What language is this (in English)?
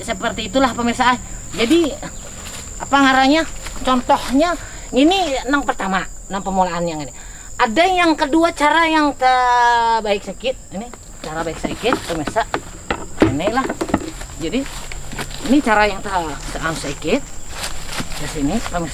Banjar